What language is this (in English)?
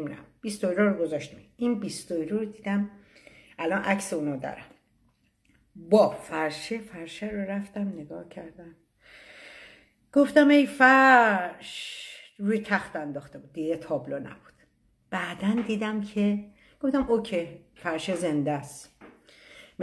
Persian